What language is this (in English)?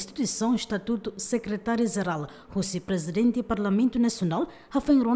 Tetum